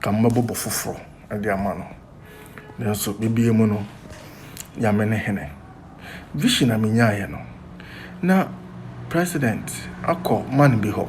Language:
Akan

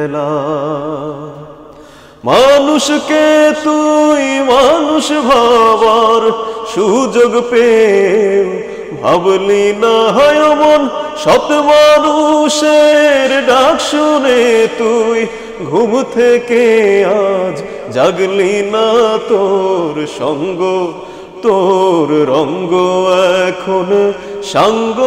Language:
Bangla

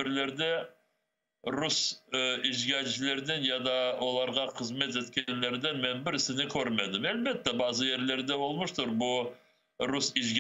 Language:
Crimean Tatar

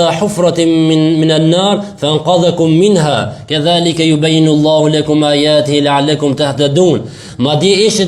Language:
Albanian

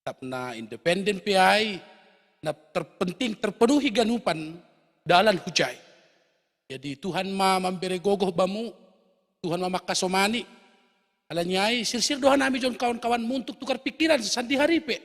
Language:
Batak Simalungun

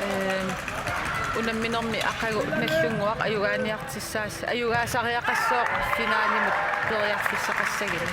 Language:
Kalaallisut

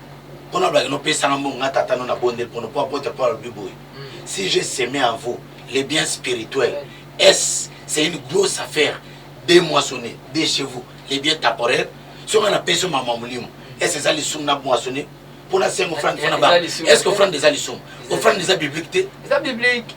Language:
Lingala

